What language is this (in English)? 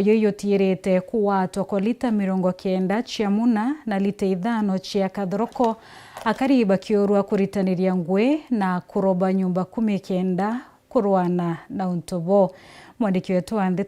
Meru